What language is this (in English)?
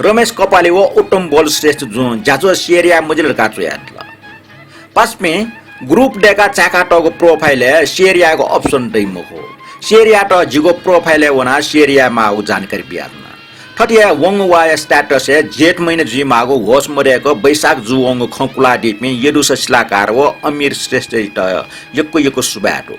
Newari